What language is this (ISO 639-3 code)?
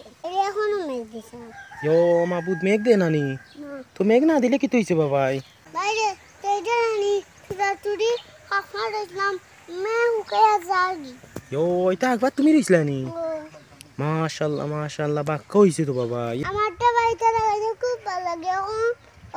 syl